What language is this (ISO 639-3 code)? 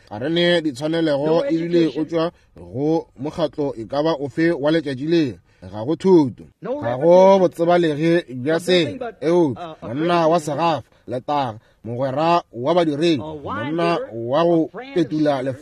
nso